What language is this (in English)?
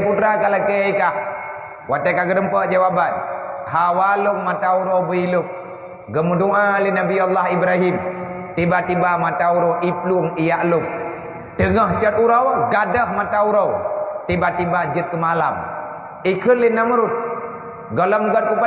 Achinese